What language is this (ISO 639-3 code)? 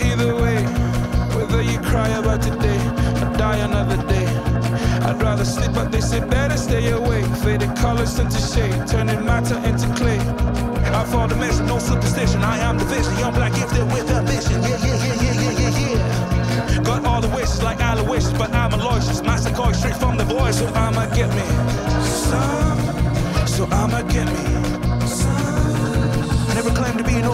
eng